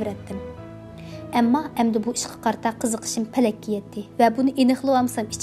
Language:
Uyghur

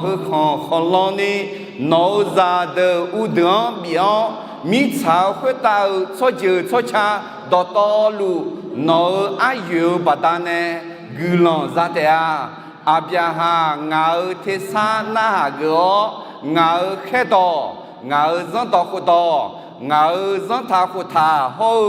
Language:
Akha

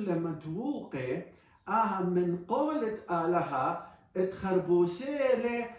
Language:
Assyrian Neo-Aramaic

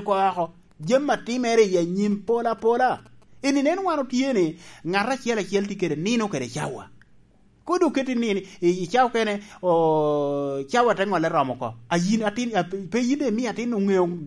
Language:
Lango (Uganda)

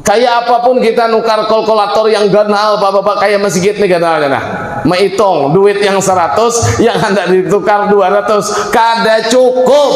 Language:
Banjar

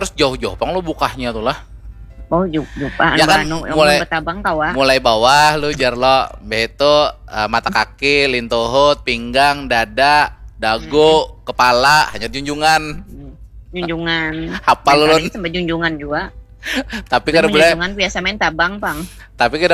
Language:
Banjar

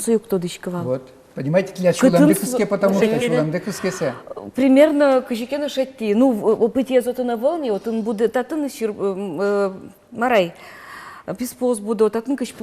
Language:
Udmurt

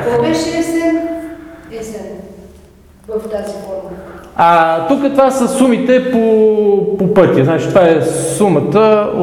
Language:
Bulgarian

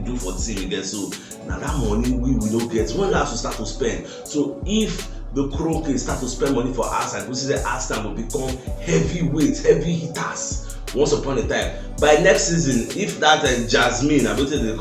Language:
Nigerian Pidgin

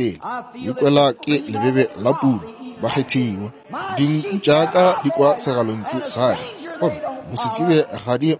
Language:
Northern Sotho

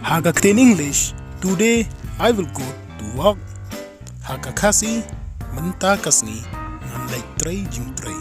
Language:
Khasi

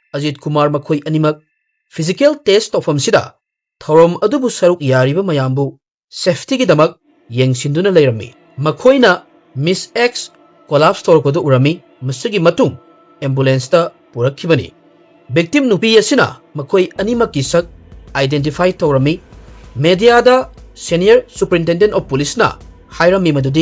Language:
Manipuri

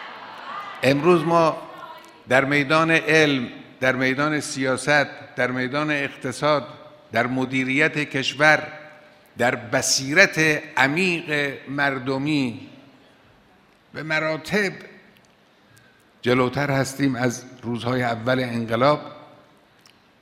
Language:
Persian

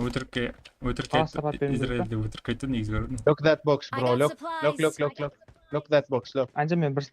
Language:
Kara-Kalpak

